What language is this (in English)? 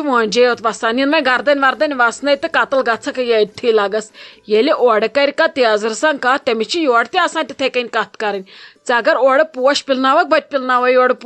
Kashmiri